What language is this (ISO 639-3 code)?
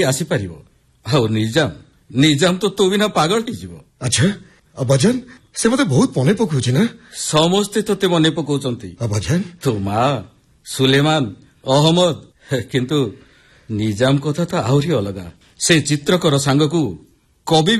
ori